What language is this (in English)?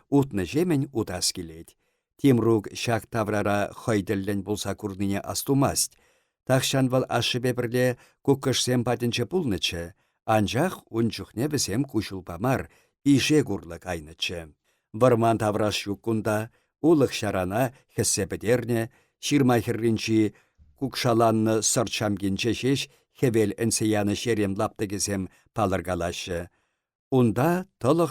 Chuvash